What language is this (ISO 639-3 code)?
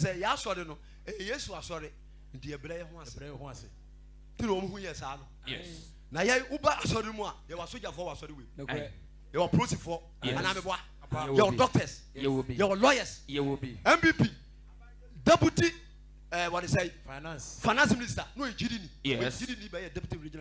aka